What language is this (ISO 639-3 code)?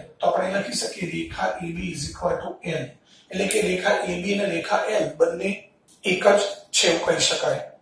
guj